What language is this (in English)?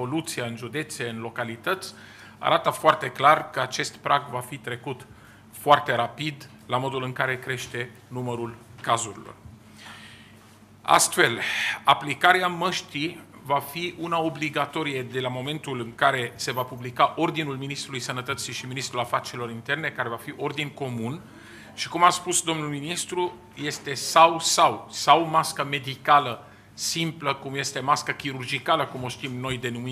Romanian